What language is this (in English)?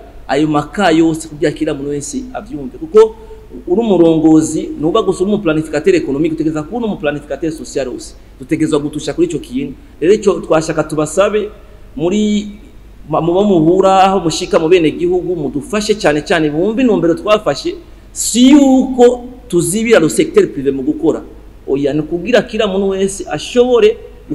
Rundi